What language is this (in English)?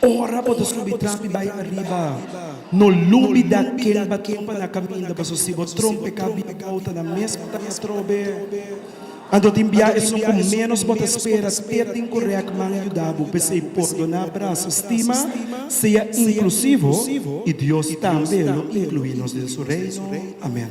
Papiamento